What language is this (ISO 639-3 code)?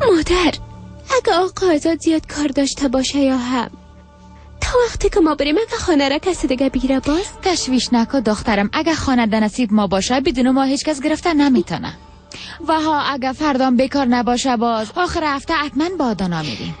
fas